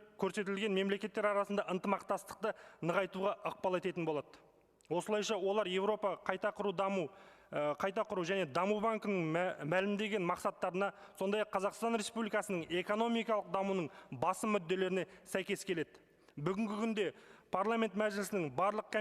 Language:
Kazakh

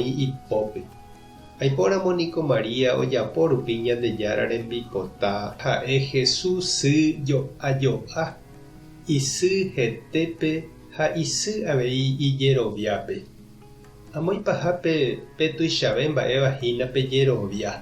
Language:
Guarani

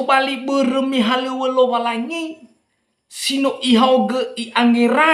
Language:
Nias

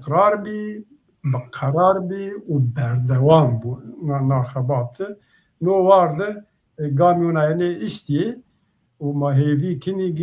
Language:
Zaza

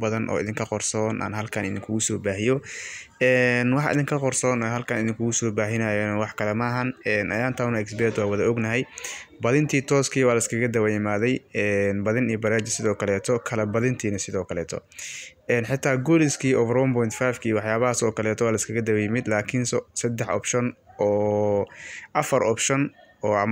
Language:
Somali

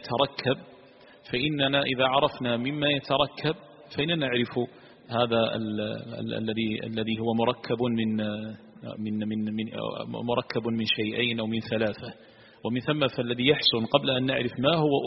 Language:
Arabic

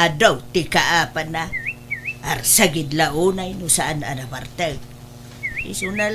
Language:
Iloko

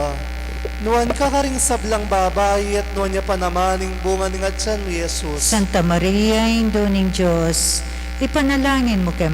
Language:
Pampanga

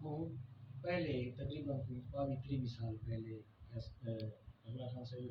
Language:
Saraiki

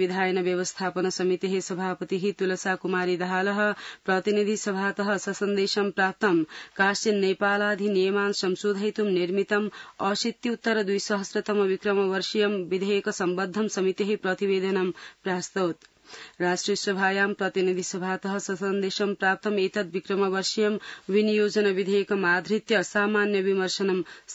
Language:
Sanskrit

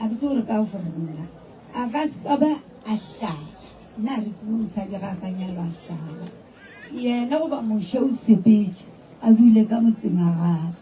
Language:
Northern Sotho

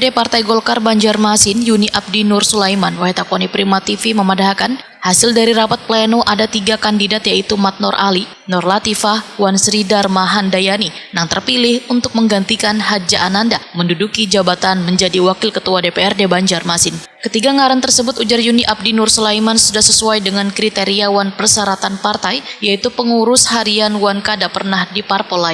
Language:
Banjar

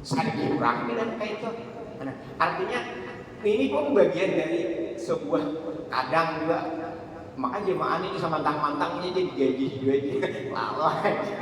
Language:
Banjar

